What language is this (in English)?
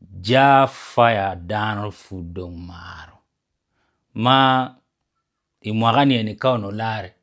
Acoli